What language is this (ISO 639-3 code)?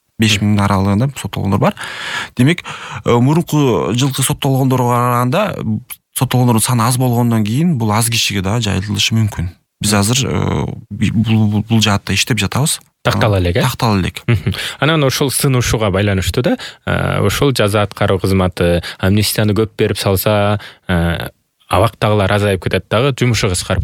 kir